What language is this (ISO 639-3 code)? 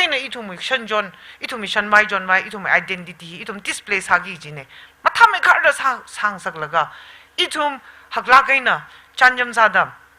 nmf